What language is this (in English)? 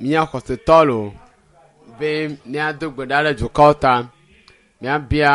Ewe